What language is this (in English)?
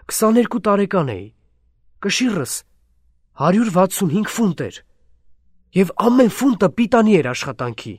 Armenian